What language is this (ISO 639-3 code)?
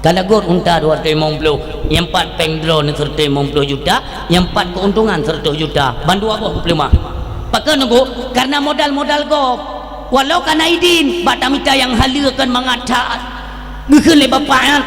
ace